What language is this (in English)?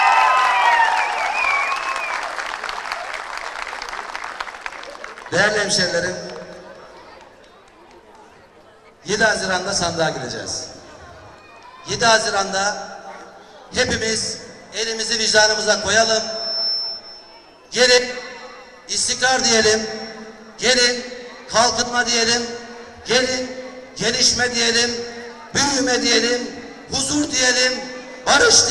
Turkish